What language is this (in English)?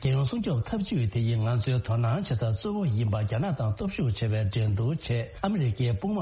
Tibetan